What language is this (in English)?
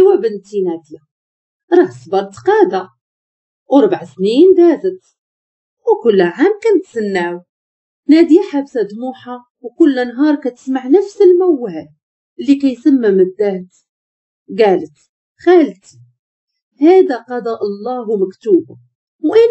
Moroccan Arabic